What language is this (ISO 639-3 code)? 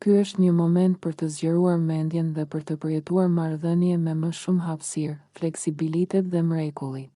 sqi